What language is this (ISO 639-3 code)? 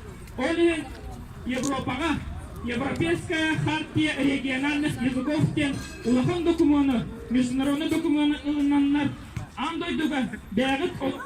sah